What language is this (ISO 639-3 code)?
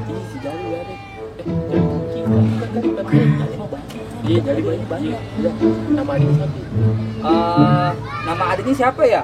bew